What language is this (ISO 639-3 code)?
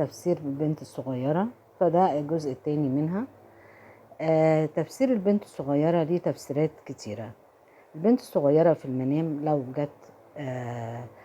arz